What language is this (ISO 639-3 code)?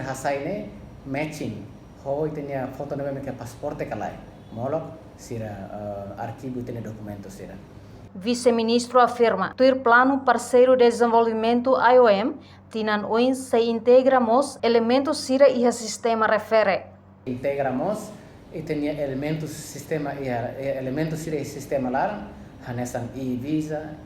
tet